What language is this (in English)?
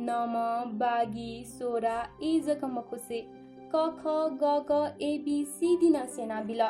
Newari